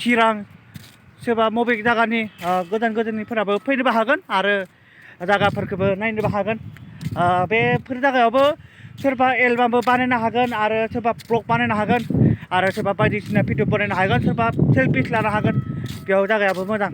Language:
Bodo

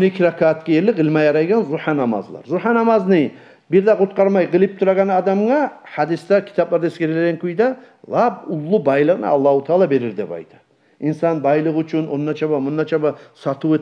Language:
Kumyk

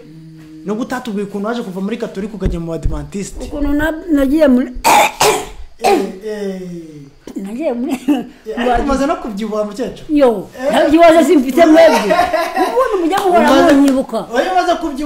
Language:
Kinyarwanda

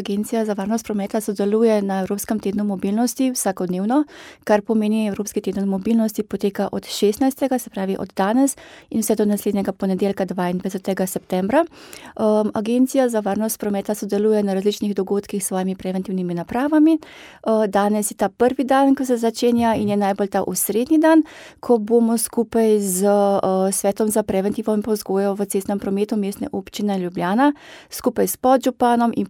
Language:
Slovenian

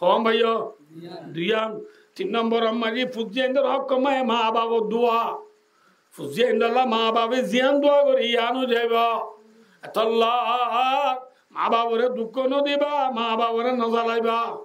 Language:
Rohingya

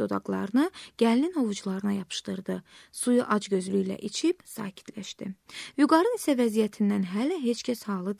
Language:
Azerbaijani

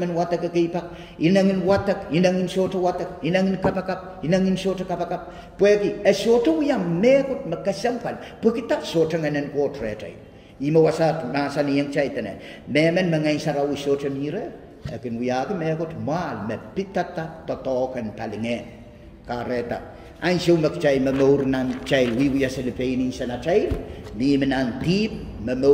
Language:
Pohnpeian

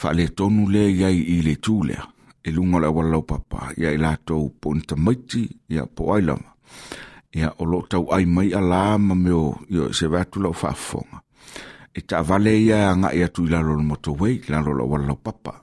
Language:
Samoan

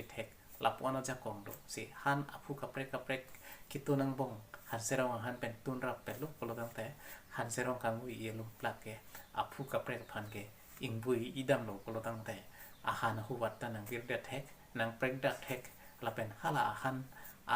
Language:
Karbi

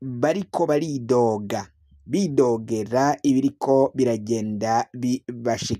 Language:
Rundi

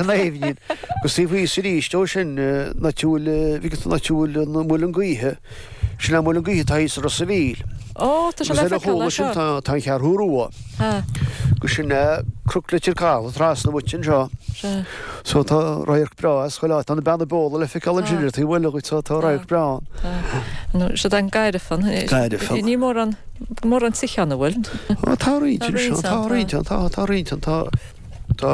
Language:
Irish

